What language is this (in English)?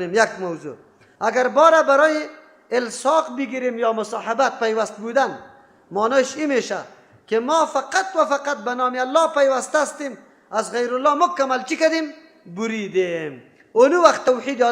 Persian